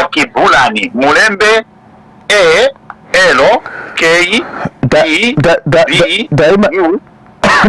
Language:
Nyanja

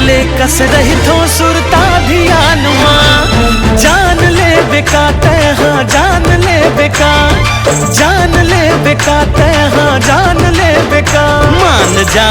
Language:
Chhattisgarhi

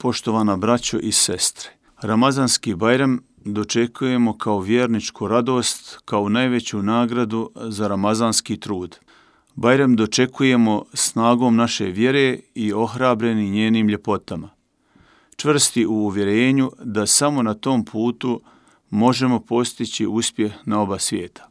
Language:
Bosnian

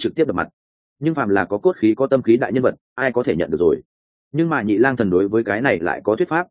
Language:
Vietnamese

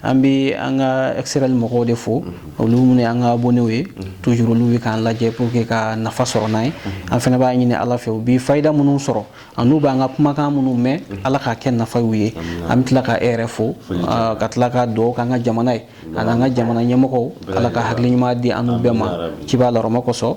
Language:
Bambara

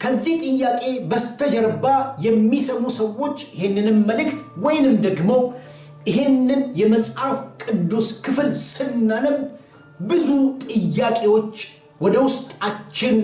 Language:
Amharic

